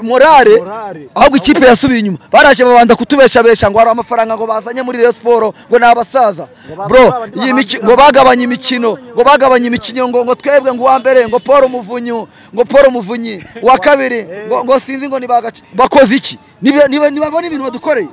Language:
Kinyarwanda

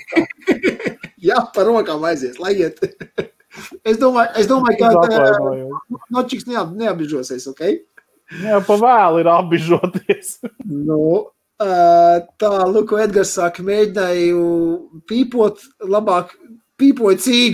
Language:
Latvian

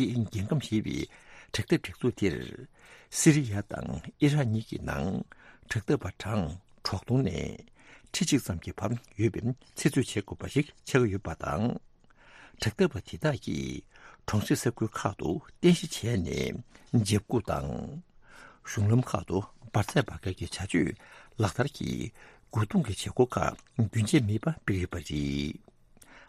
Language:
Tibetan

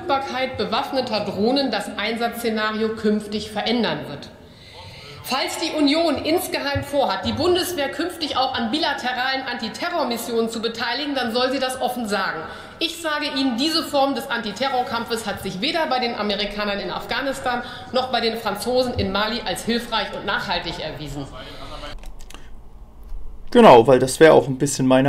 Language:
German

